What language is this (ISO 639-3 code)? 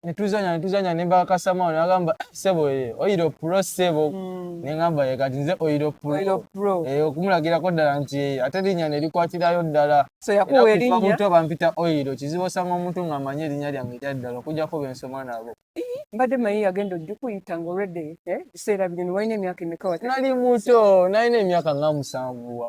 lug